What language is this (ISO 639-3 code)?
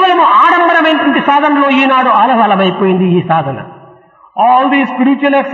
tel